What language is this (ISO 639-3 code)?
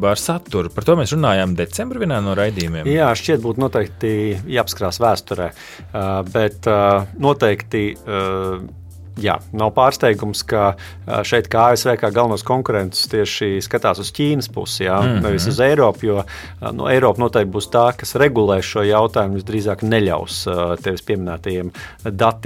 lav